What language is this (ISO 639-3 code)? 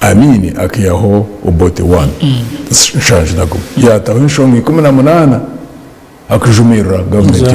nyn